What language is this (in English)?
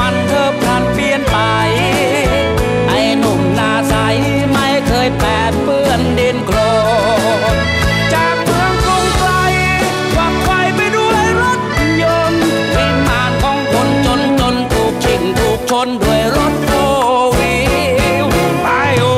Thai